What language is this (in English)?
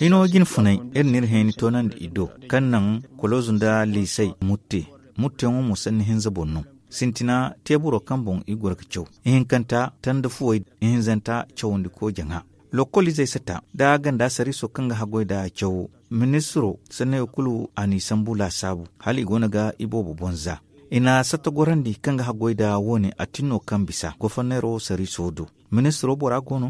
Zarma